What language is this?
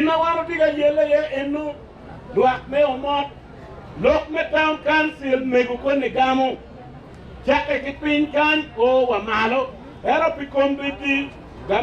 Acoli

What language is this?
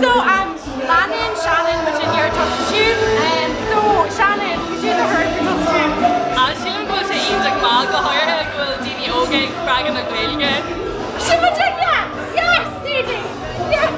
Irish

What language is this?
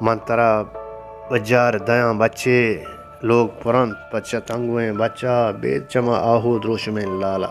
Baluchi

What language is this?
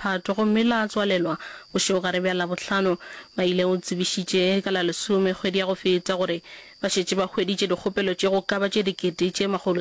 Northern Sotho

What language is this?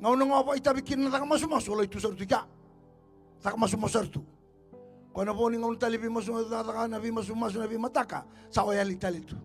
Fijian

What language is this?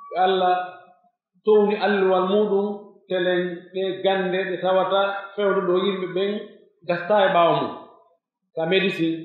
Pular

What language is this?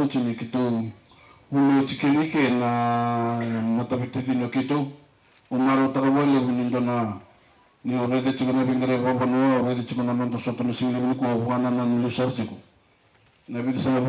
Fijian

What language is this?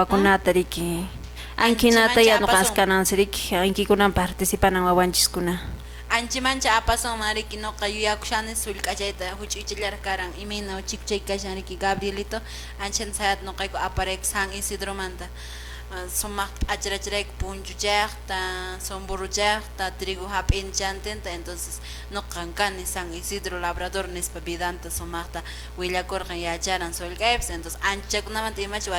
Quechua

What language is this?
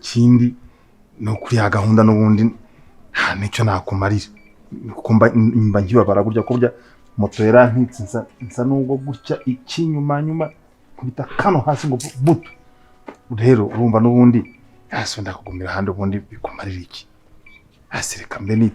Kinyarwanda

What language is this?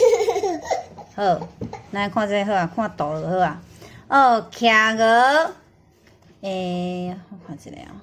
Min Nan Chinese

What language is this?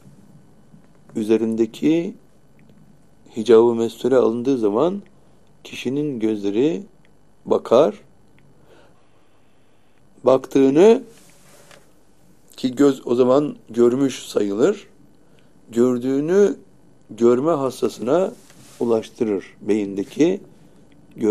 Turkish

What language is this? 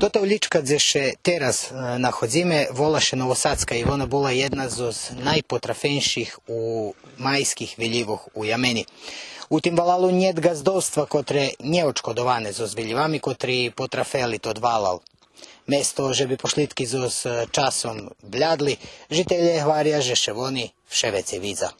Rusyn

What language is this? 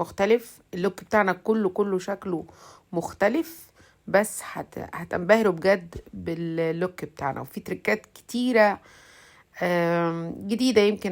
Egyptian Arabic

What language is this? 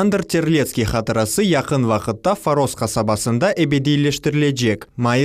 Crimean Tatar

